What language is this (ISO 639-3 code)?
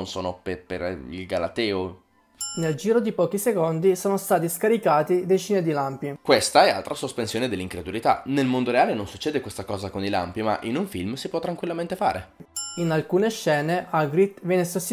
ita